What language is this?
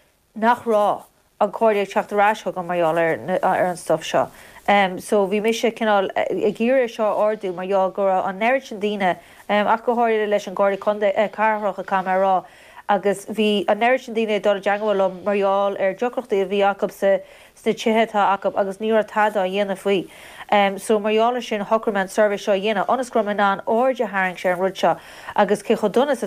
Irish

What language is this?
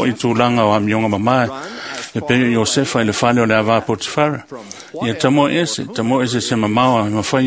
Samoan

